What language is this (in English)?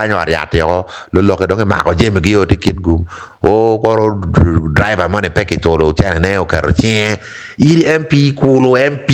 Acoli